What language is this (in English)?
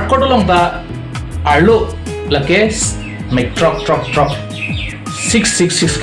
Karbi